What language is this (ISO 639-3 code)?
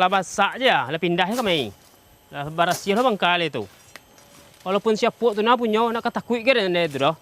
min